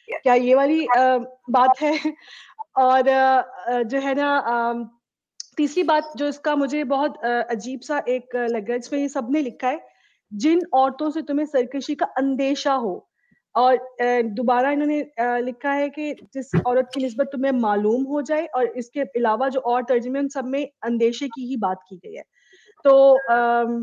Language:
Urdu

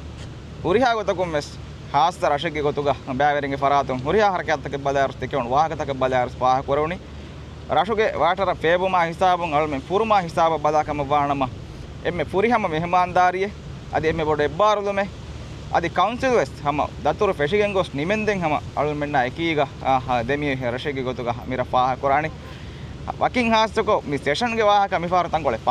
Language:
Divehi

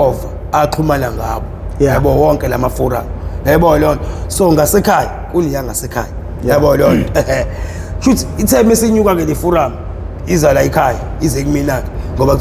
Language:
Zulu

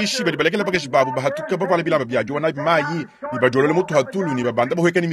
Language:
Luba-Lulua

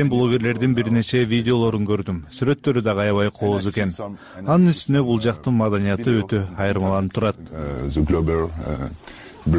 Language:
Kyrgyz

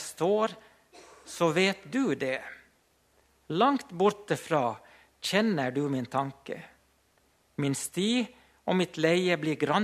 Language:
Norwegian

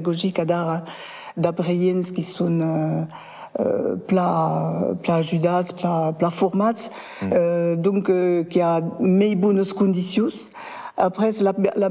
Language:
Occitan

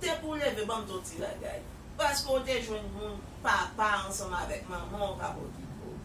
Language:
Haitian Creole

